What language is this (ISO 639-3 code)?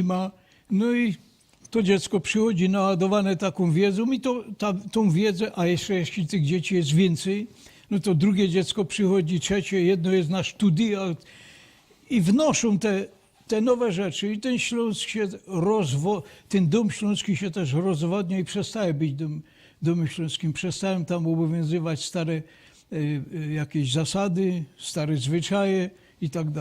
szl